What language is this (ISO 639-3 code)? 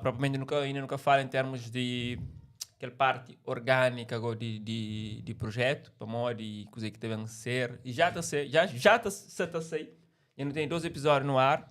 kea